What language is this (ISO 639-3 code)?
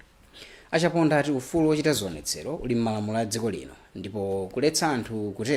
nya